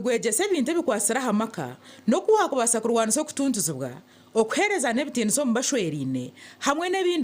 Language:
Nyankole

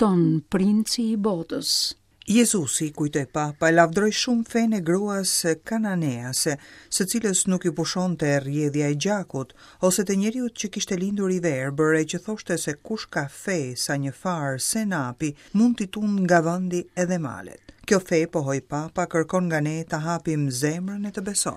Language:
Albanian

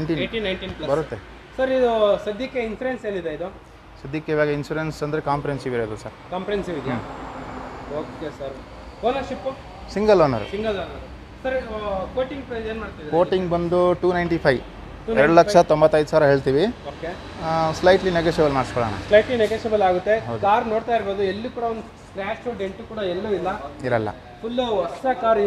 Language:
Kannada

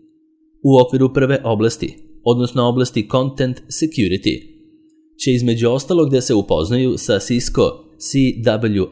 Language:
Serbian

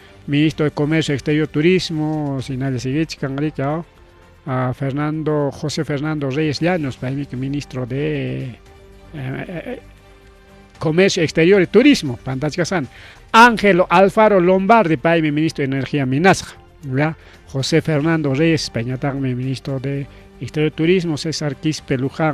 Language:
Ayacucho Quechua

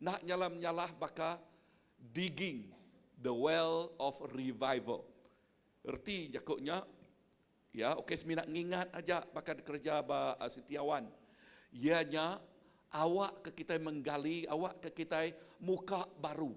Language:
Iban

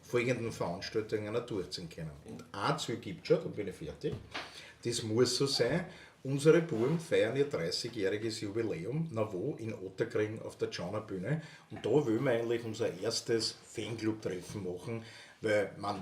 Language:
Bavarian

